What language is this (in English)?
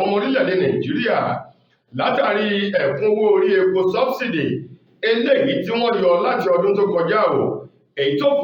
Yoruba